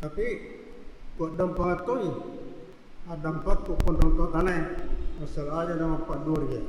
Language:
Buginese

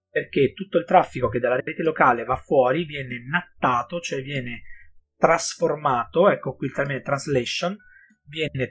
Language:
Italian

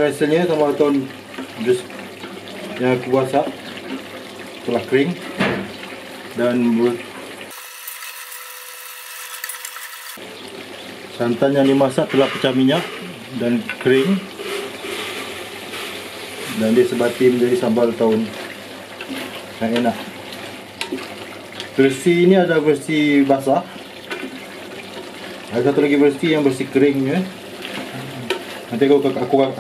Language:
Malay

